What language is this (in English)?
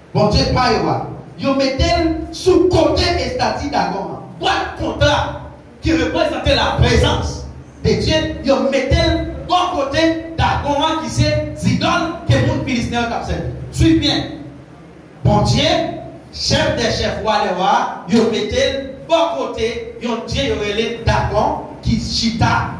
Haitian Creole